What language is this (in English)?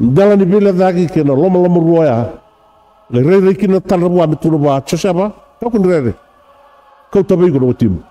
Fijian